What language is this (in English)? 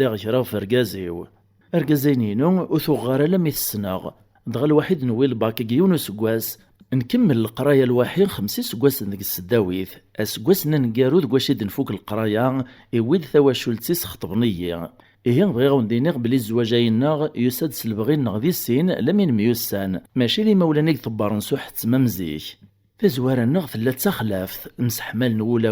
Kabyle